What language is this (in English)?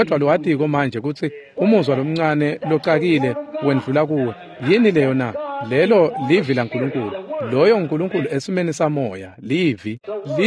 Swati